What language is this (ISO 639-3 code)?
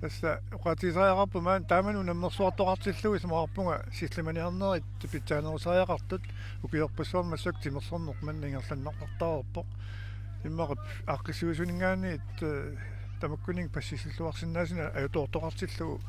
kal